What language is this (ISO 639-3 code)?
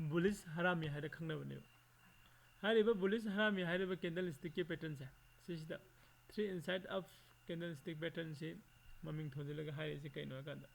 mni